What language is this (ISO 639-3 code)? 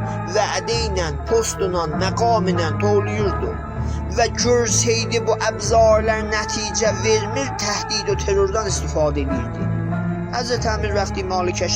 azb